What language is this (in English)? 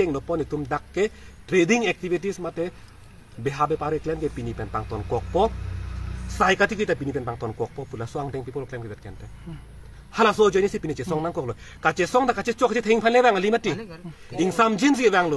Karbi